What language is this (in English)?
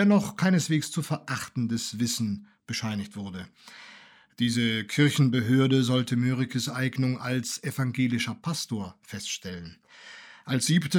German